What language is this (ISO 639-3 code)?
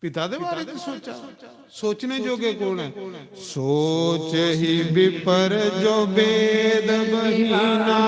doi